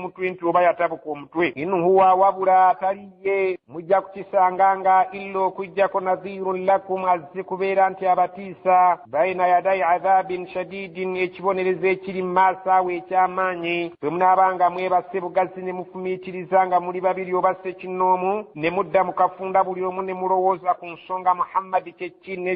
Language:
Ganda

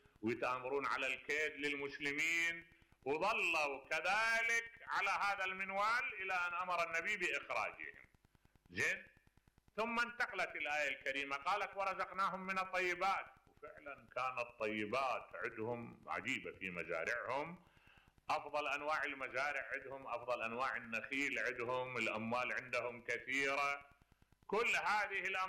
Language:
Mesopotamian Arabic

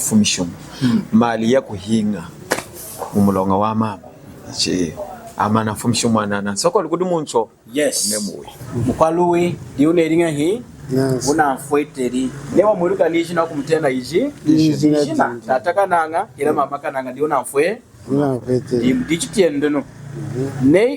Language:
Lunda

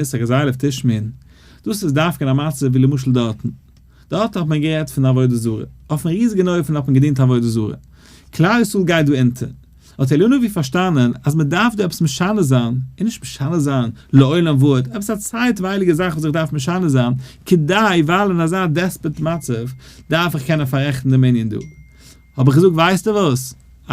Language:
Yiddish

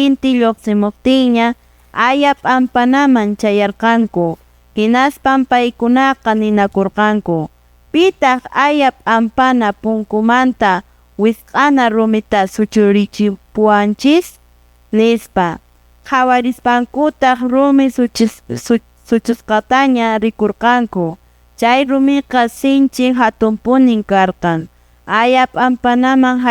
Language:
Quechua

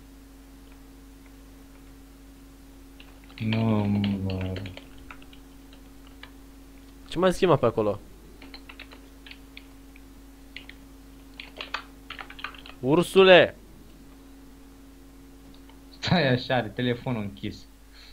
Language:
Romanian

